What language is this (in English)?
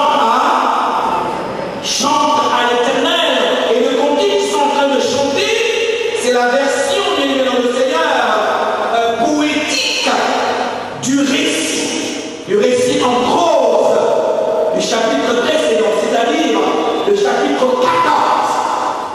French